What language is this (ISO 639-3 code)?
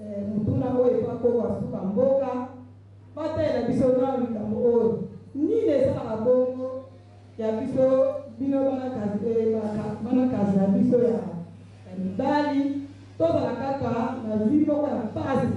lin